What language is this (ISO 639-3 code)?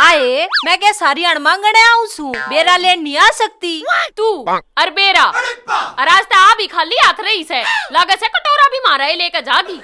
bgc